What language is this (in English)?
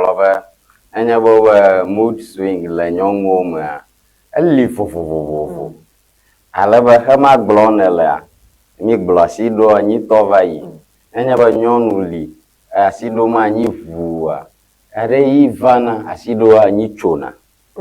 Ewe